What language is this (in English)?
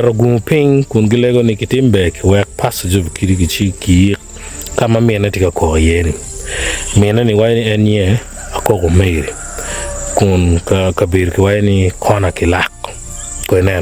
Acoli